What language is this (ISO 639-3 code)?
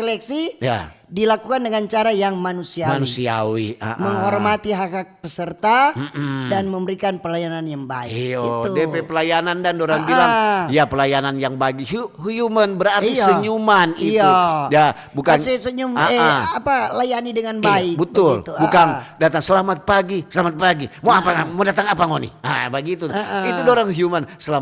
xmm